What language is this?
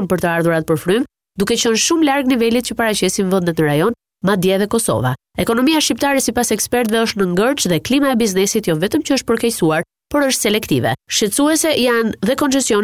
Albanian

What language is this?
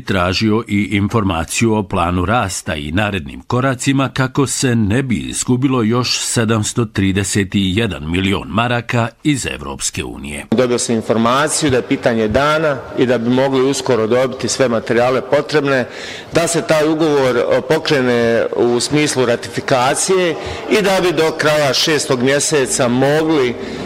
Bosnian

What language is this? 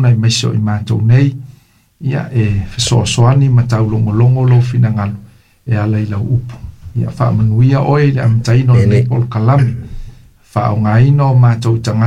Samoan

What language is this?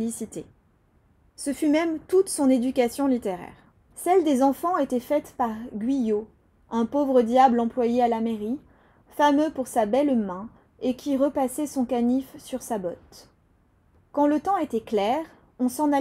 French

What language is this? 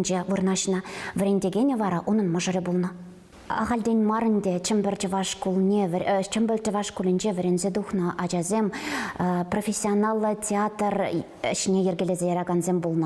Chuvash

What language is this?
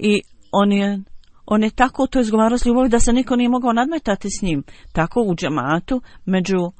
Bosnian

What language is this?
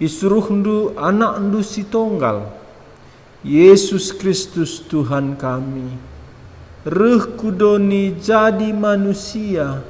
Batak Karo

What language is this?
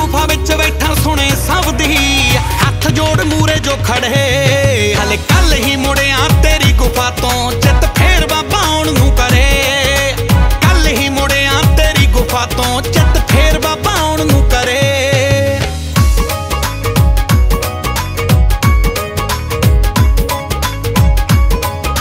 Punjabi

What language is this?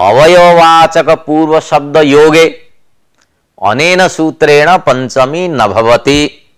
Sanskrit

